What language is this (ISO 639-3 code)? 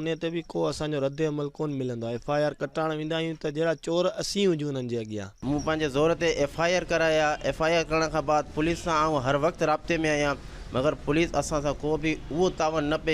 snd